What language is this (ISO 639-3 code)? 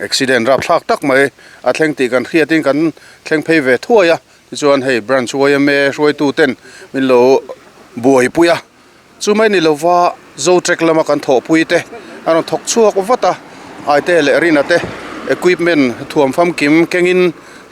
lus